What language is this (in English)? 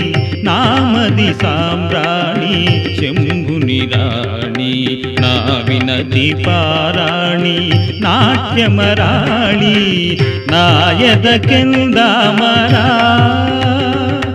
Telugu